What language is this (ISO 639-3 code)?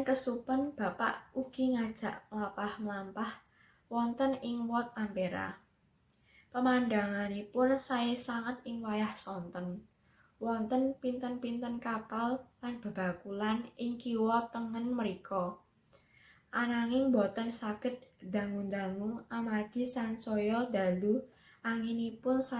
jav